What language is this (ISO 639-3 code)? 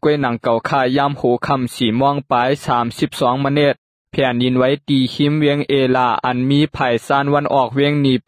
lao